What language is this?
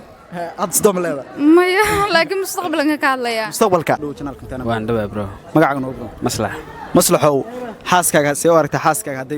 Somali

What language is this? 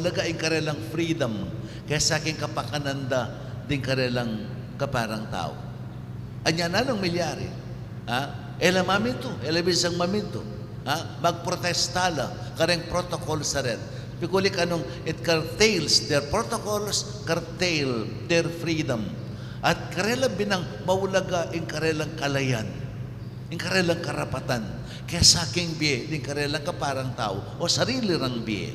Pampanga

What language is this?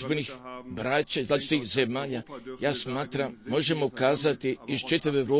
Croatian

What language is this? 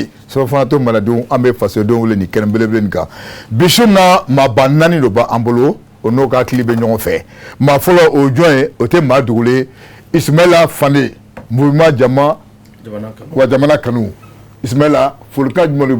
Bambara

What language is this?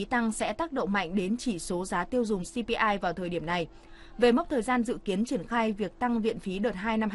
Vietnamese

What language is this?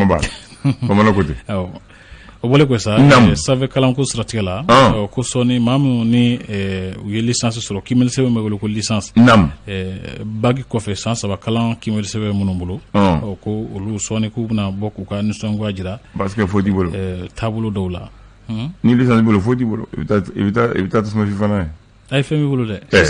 Bambara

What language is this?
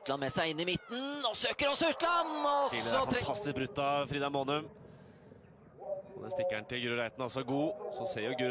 Norwegian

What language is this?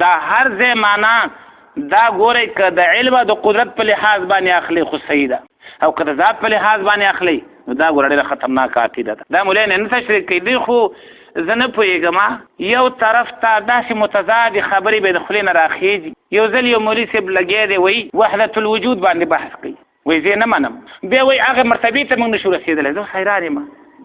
Pashto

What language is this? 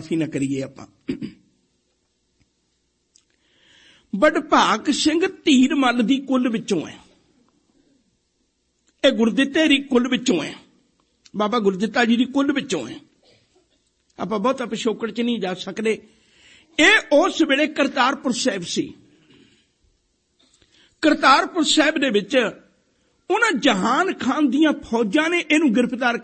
Punjabi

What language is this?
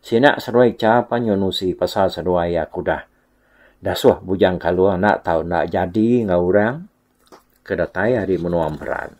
Iban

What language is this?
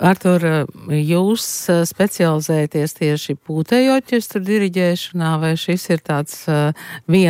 Latvian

